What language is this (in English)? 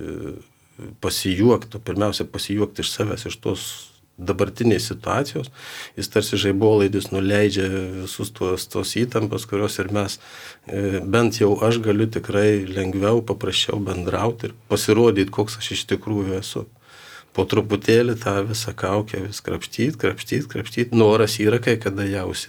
Lithuanian